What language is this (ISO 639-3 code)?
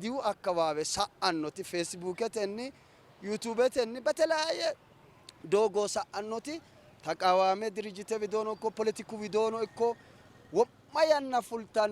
sid